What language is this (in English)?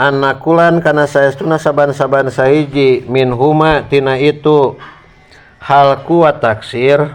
Sundanese